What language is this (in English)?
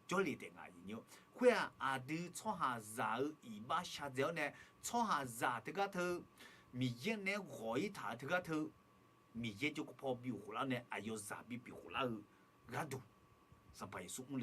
Akha